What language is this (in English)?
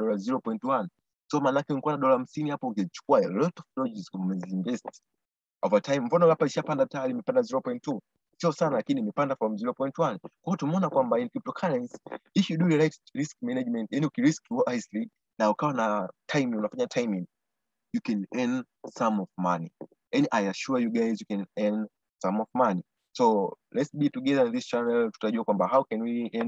Swahili